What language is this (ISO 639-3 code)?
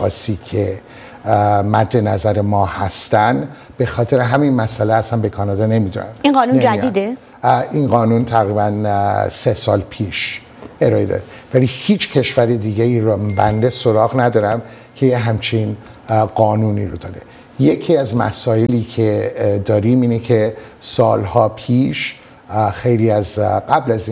fas